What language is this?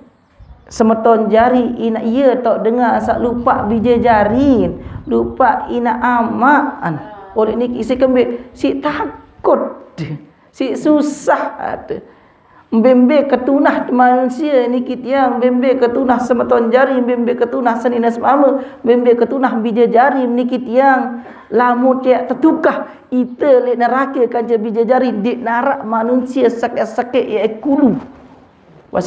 Sasak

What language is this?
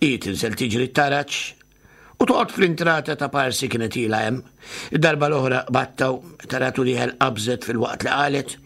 Maltese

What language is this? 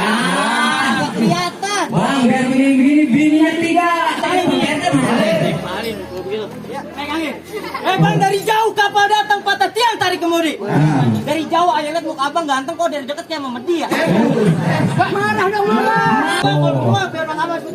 Betawi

